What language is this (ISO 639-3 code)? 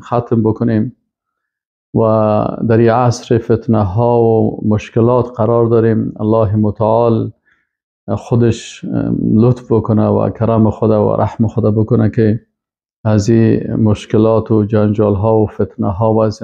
fas